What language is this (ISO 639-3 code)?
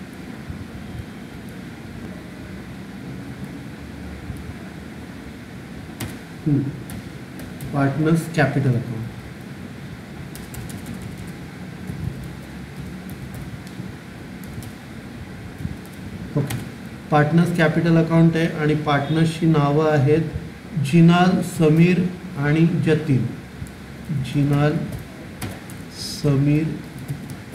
mar